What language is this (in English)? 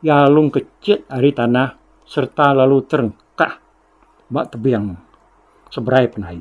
Iban